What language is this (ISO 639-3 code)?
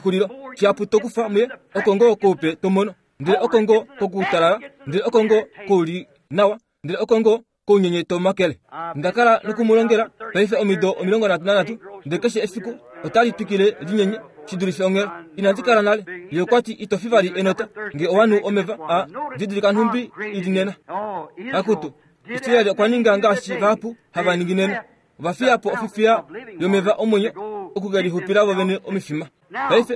kua